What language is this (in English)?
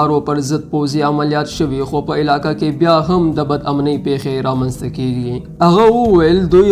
Pashto